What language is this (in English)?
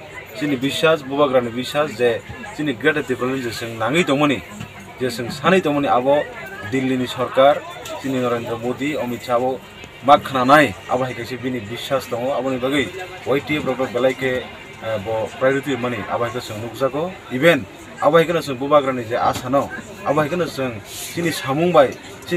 Kok Borok